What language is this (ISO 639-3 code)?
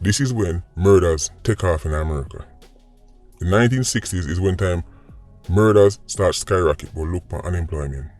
jam